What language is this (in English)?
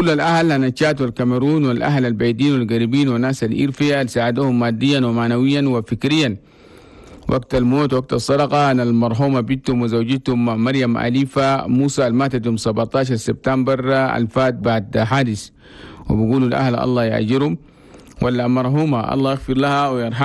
Chadian Arabic